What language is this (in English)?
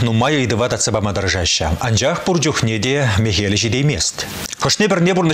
Chuvash